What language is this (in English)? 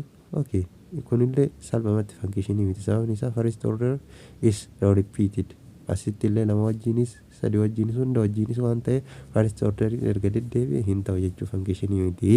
Oromo